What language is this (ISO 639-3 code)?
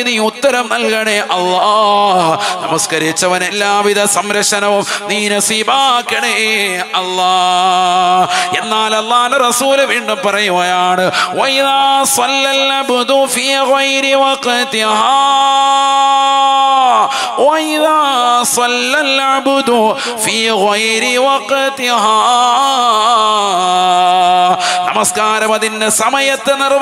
mal